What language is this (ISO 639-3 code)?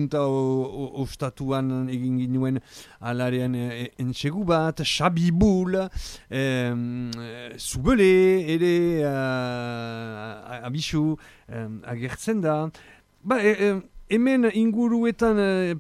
eus